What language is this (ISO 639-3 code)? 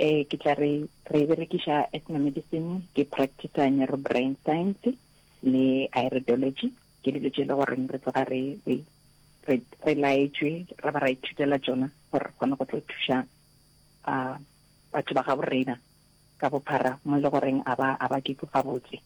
nso